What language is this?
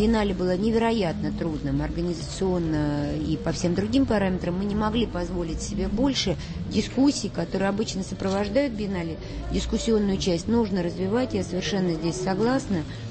Russian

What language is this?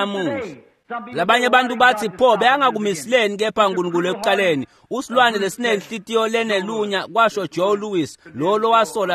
Swati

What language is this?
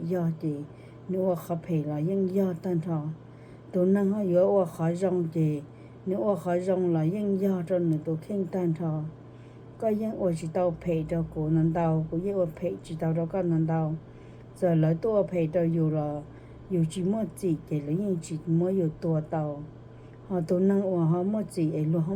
Hmong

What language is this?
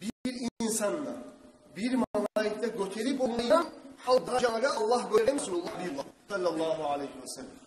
Kumyk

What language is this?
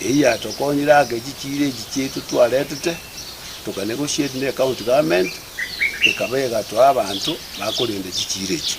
Gusii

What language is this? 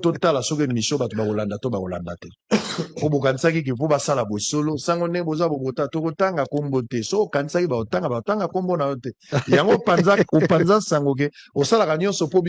Lingala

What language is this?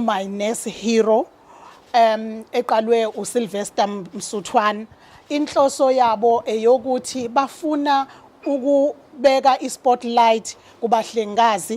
Zulu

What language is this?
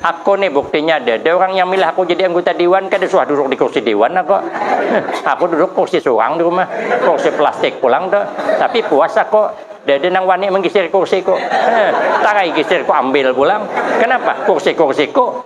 Banjar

